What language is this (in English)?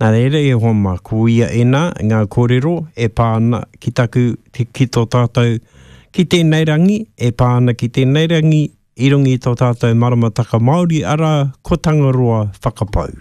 Māori